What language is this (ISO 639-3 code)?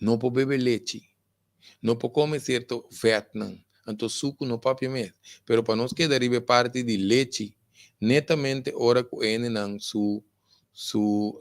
pap